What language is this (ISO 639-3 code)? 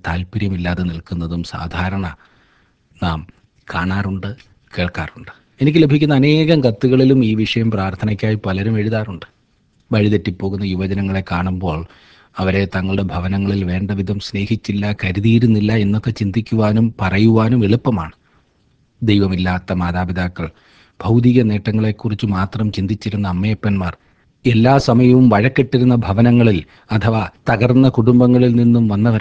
mal